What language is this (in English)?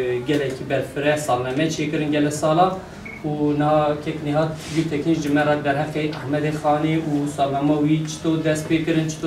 Kurdish